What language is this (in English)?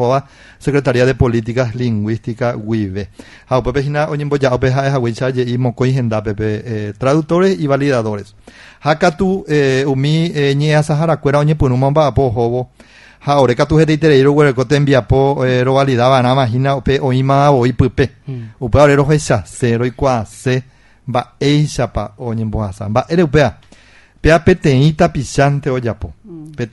Guarani